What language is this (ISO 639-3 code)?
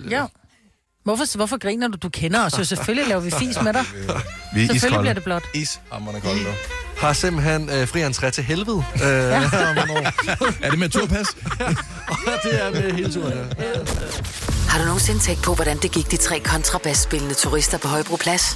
dan